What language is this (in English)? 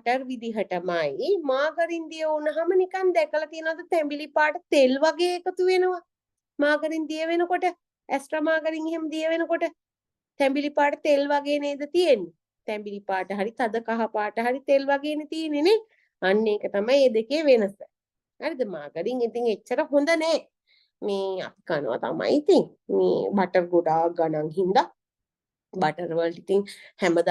Sinhala